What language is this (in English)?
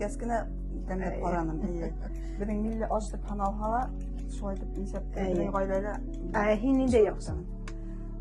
Bashkir